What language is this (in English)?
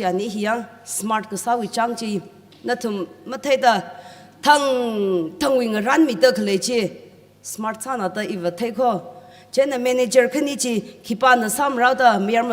Tangkhul Naga (India)